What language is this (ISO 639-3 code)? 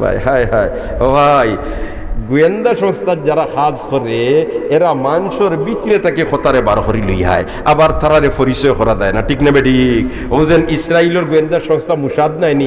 syl